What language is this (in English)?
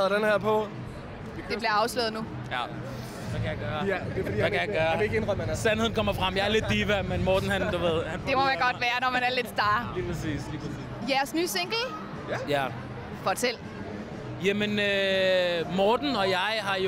Danish